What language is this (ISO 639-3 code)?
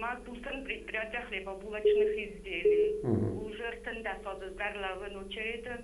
oss